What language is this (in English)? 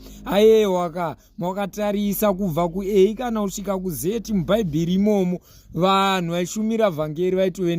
Shona